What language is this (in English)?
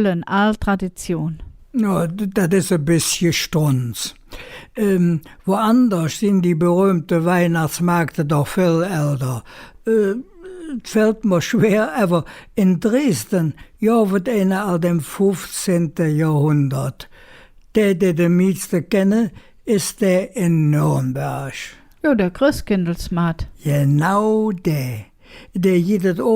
Colognian